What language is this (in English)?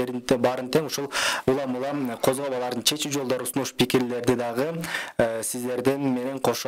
Kyrgyz